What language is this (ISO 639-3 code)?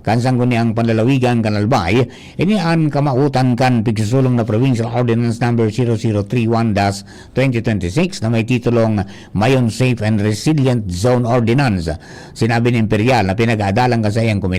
bik